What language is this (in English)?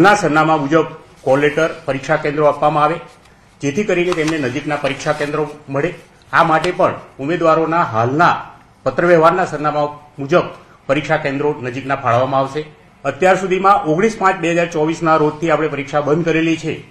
Gujarati